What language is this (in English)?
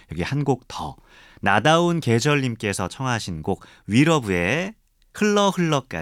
Korean